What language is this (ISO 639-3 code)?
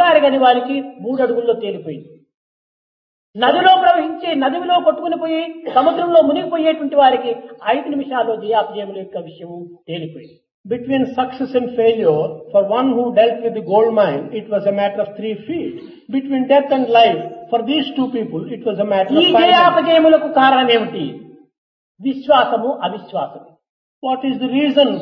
tel